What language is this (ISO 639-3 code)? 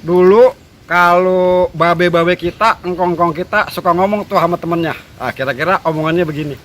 bew